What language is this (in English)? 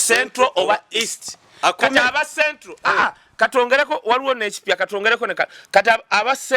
Ganda